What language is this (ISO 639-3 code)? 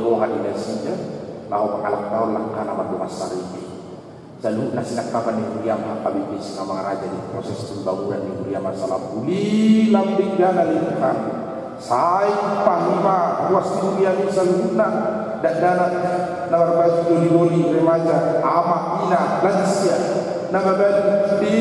bbc